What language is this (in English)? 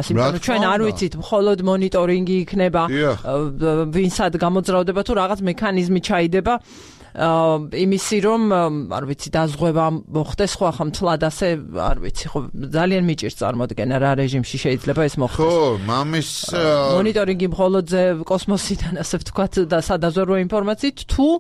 Georgian